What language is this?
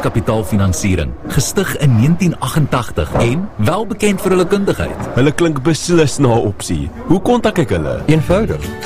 Afrikaans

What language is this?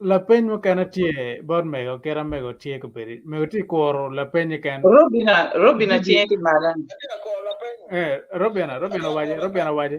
Acoli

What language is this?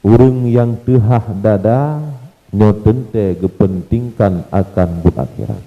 Achinese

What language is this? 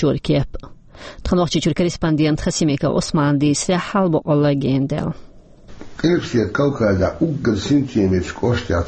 Chechen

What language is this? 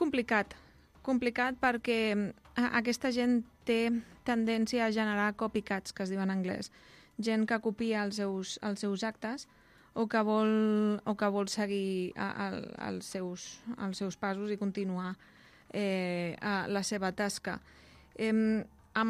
Catalan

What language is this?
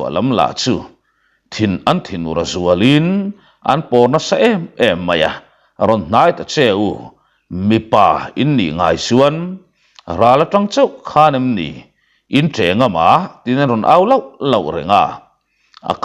Mizo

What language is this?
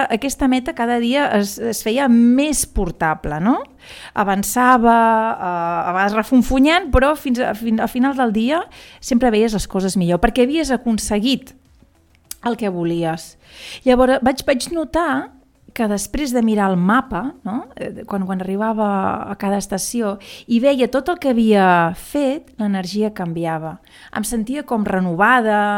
Catalan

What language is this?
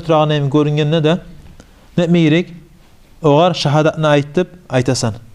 Kumyk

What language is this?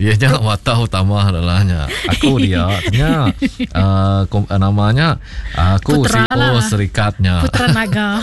Iban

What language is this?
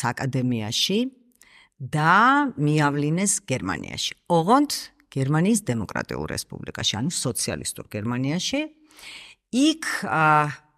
Georgian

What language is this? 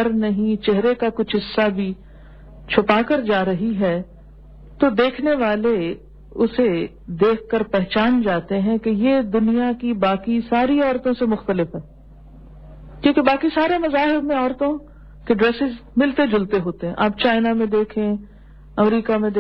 Urdu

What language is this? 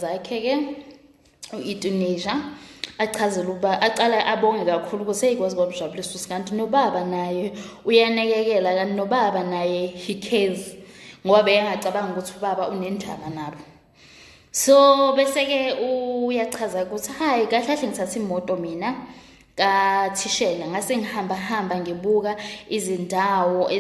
Zulu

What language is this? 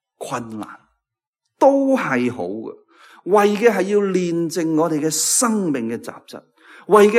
Cantonese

